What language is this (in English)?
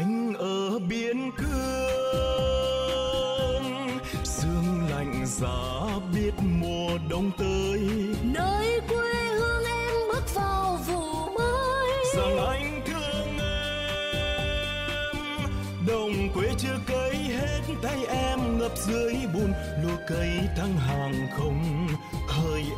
Vietnamese